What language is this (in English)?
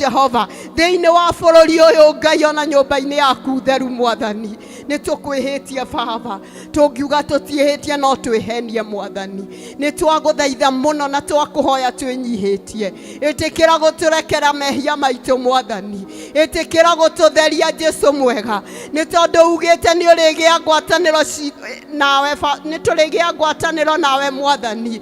Kikuyu